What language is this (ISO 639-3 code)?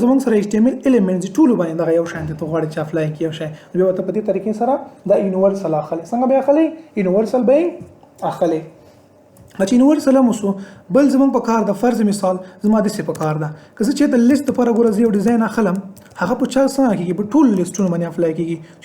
pus